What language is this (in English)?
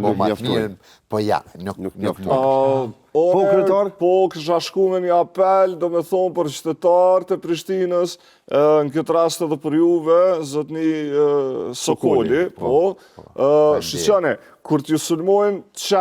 Albanian